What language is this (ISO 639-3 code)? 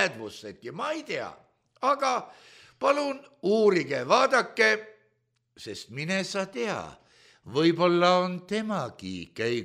est